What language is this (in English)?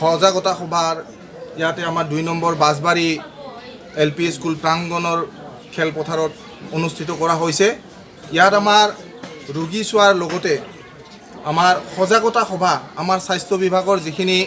Assamese